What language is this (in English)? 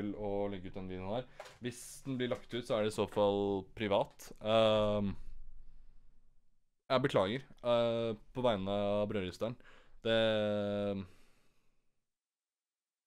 Norwegian